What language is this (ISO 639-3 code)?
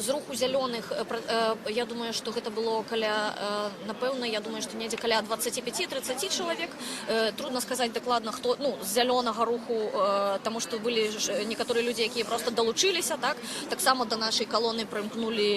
bel